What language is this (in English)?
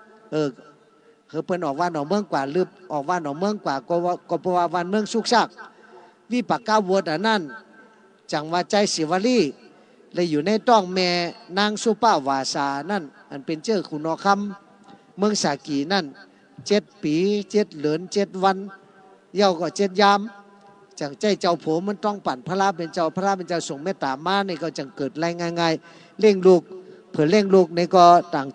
Shan